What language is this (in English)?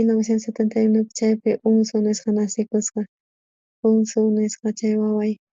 South Bolivian Quechua